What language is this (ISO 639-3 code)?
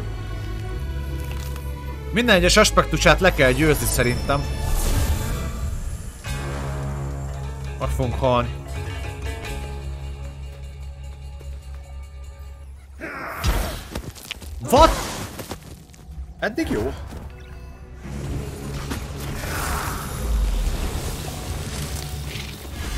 hun